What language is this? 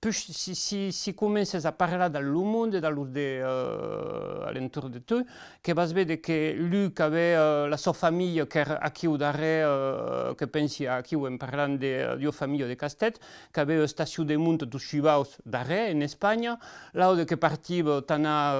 Occitan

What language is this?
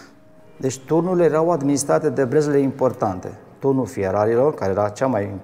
Romanian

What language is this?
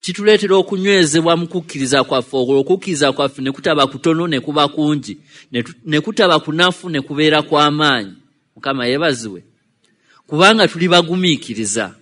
Ganda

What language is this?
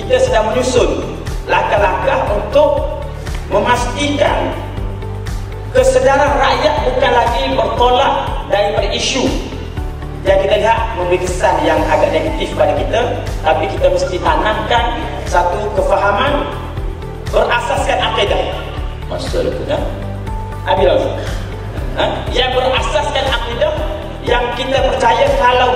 Malay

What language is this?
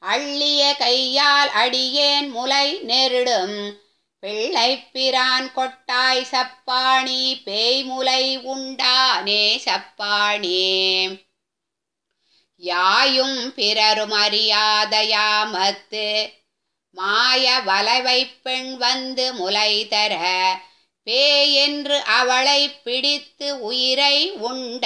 Tamil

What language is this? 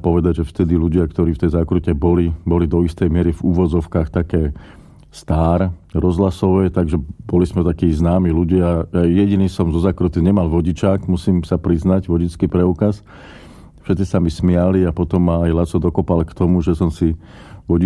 Slovak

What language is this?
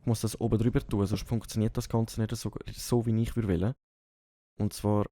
Swiss German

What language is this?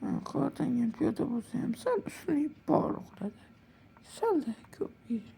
Uzbek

